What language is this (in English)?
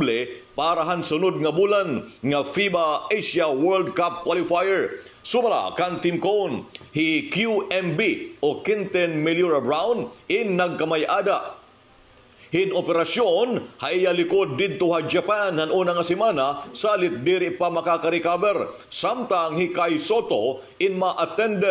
Waray